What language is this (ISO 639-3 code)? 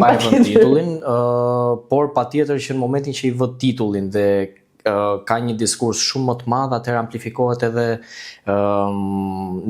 sqi